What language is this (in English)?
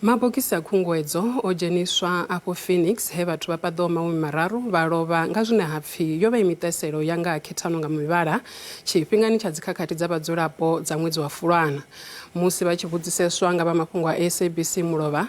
Venda